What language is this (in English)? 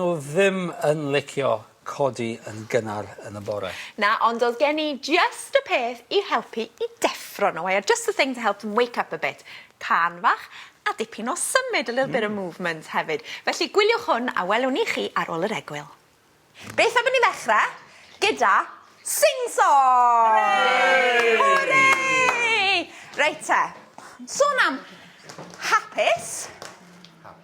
Welsh